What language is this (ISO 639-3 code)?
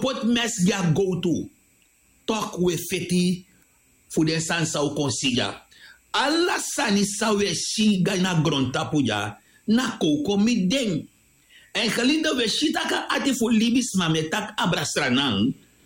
srn